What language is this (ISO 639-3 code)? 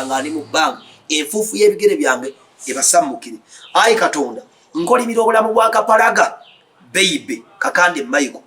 lug